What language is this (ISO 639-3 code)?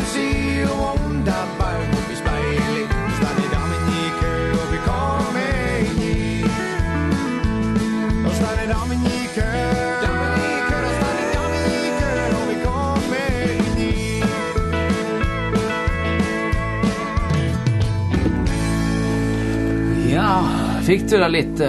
nor